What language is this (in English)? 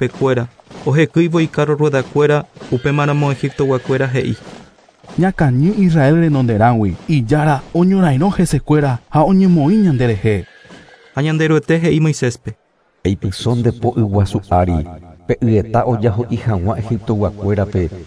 Guarani